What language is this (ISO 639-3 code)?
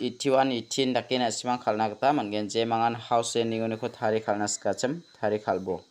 grt